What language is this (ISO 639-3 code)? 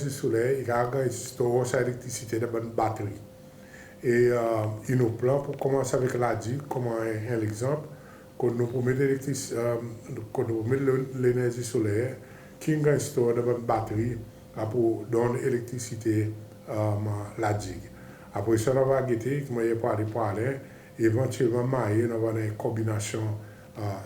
crs